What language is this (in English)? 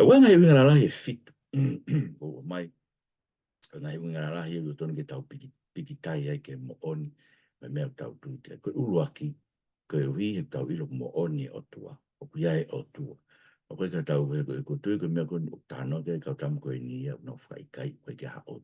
Tongan